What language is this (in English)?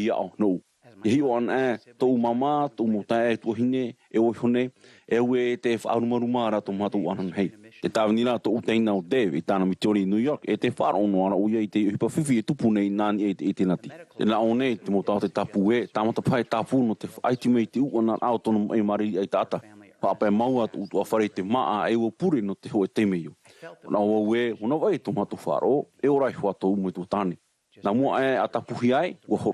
Tahitian